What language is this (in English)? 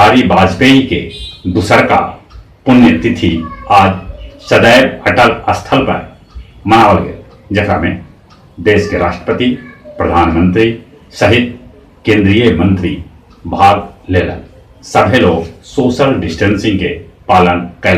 Magahi